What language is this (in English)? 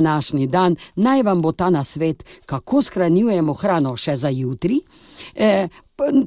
Slovenian